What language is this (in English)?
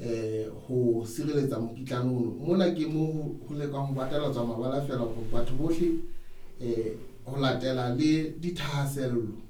Southern Sotho